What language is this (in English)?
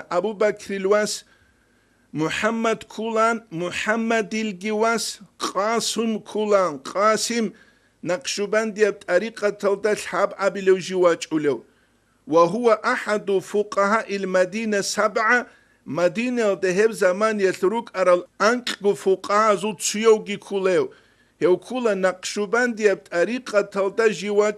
Avaric